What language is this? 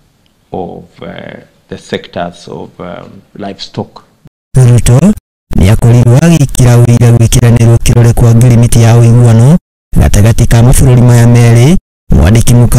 Kikuyu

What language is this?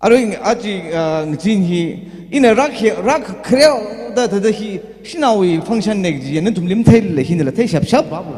Tangkhul Naga (India)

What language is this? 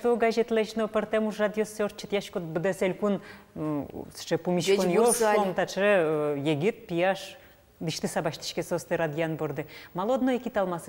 Udmurt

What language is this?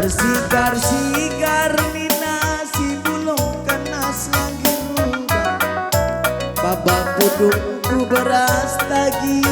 Batak Karo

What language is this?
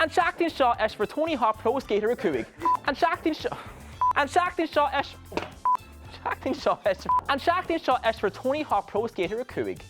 Irish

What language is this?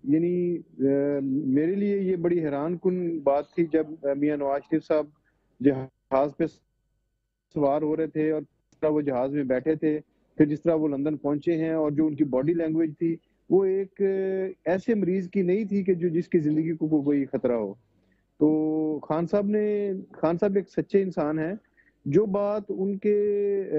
Urdu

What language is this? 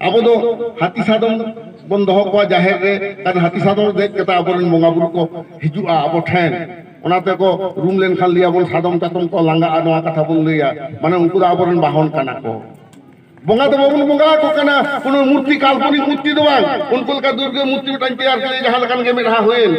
Santali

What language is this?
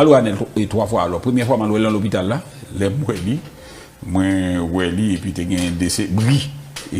Haitian Creole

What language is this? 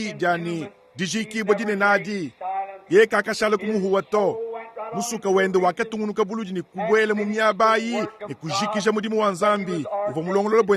Luba-Lulua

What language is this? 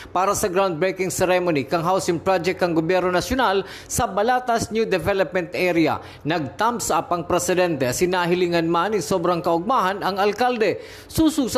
Bikol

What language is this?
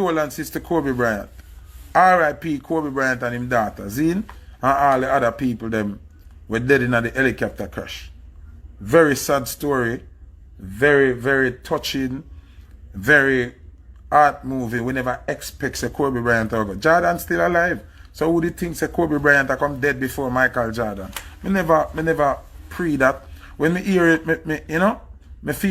Jamaican Creole English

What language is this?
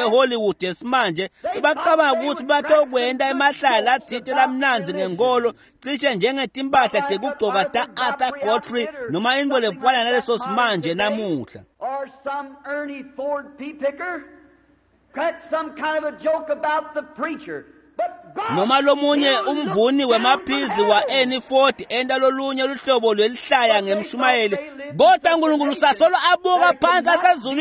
Swati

